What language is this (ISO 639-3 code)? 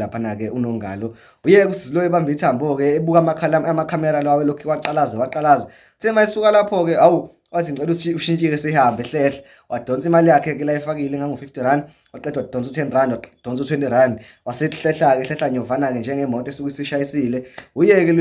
zul